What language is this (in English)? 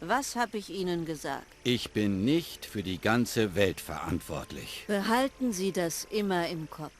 Bavarian